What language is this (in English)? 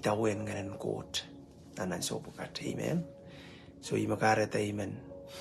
Pohnpeian